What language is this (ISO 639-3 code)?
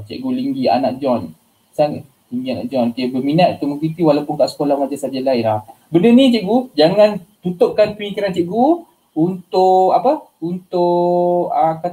msa